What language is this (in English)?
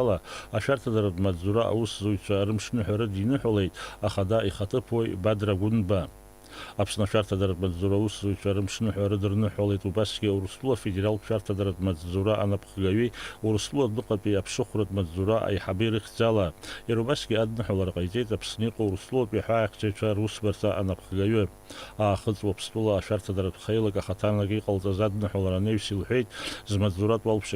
Abkhazian